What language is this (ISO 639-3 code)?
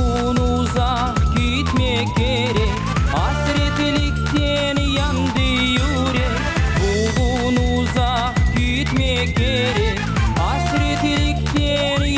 crh